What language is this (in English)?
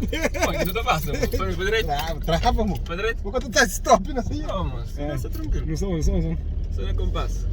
Kabuverdianu